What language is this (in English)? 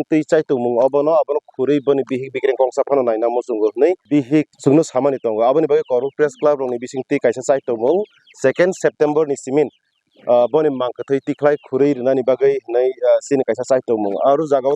Kok Borok